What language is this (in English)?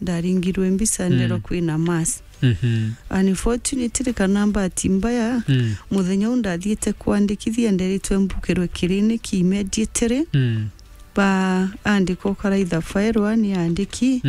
Meru